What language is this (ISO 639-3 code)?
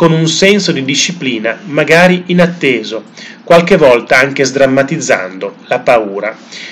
ita